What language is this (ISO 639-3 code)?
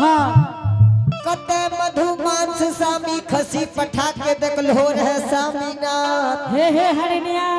anp